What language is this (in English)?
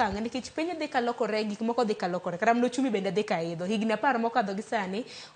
Luo (Kenya and Tanzania)